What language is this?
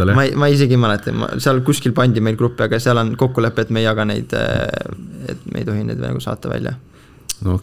Estonian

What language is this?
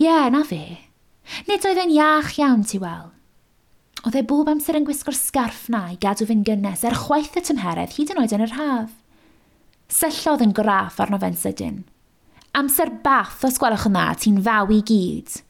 Welsh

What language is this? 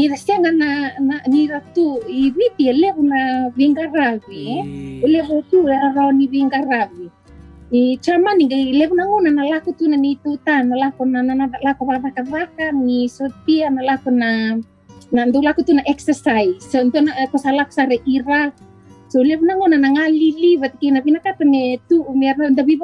Fijian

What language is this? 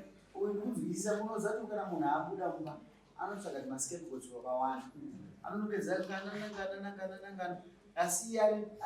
Shona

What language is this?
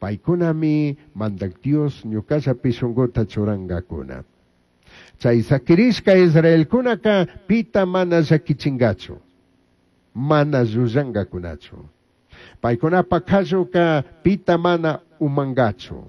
Chimborazo Highland Quichua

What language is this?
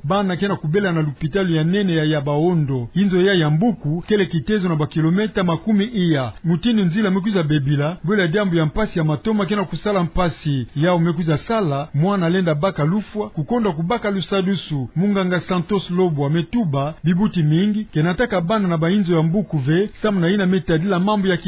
Kituba (Democratic Republic of Congo)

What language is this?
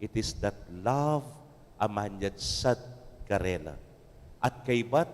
Pampanga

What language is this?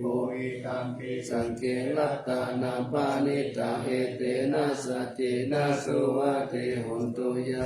Pali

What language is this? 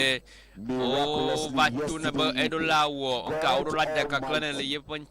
Ewe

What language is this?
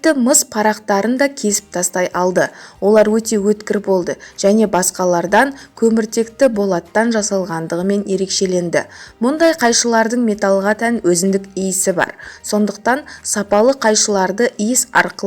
Kazakh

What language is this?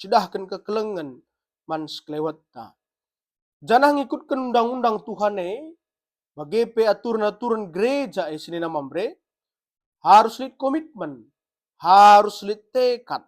Batak Karo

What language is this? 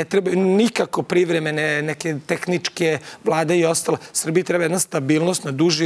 Serbian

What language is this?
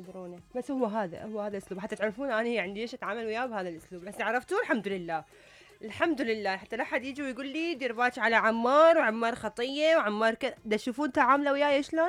Mesopotamian Arabic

